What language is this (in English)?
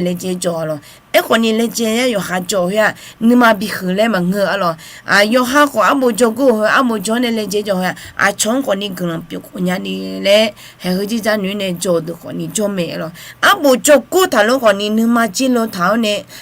Akha